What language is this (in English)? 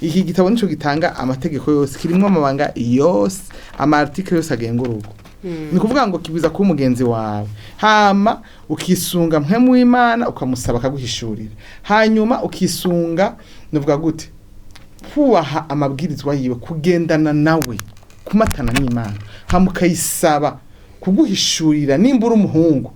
Rundi